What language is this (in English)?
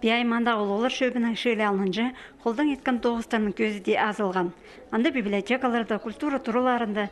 Khakas